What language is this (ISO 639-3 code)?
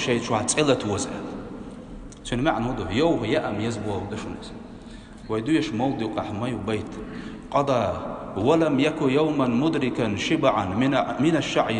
che